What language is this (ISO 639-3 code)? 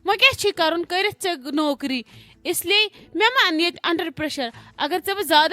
kas